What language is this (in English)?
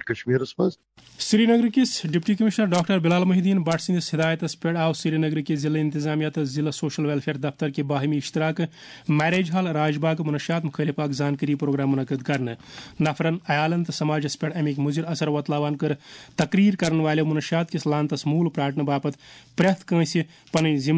Kashmiri